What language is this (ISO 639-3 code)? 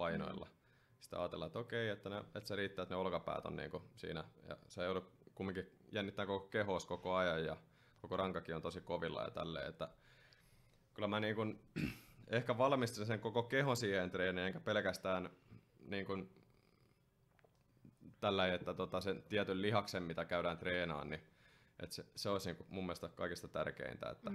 fin